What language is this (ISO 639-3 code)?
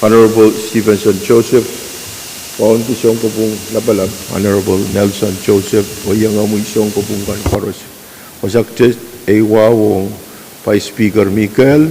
pon